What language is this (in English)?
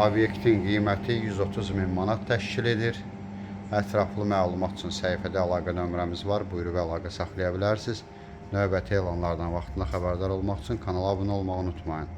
Azerbaijani